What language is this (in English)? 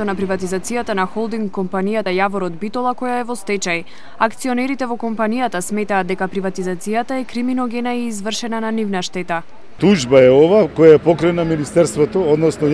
Macedonian